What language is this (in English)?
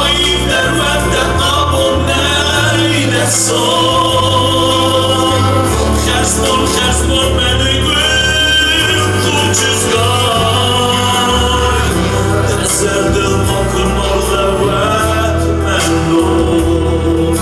Ossetic